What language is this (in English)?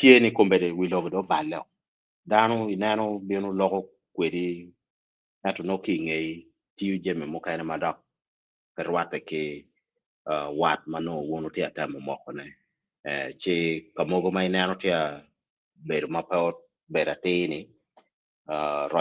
Acoli